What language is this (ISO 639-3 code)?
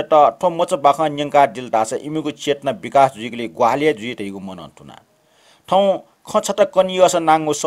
new